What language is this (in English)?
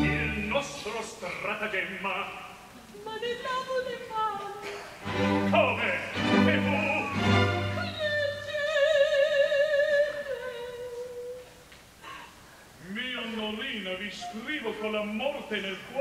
Italian